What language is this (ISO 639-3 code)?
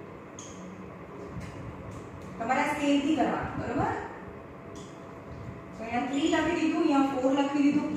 guj